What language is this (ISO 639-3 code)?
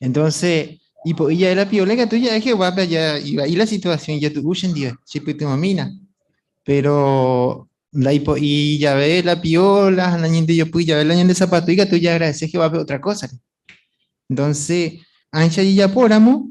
grn